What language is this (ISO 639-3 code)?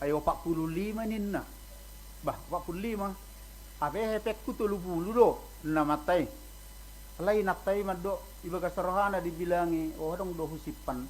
bbc